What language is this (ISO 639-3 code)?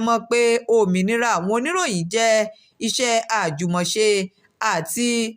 yor